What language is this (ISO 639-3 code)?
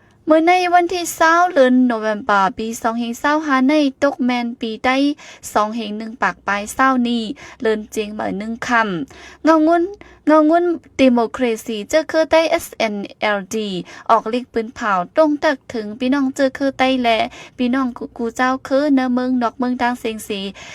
shn